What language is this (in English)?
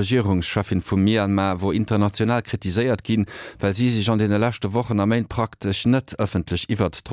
Luxembourgish